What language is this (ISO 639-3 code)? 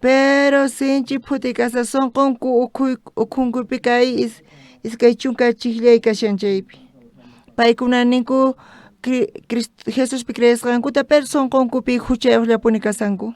quh